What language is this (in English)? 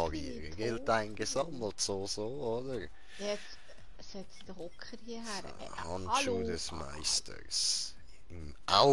Swiss German